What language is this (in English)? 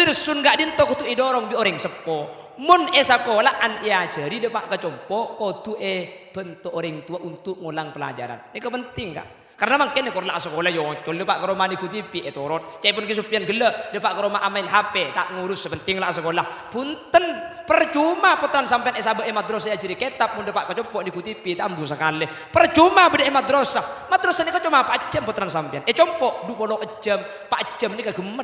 Madurese